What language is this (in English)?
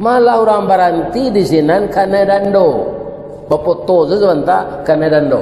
Minangkabau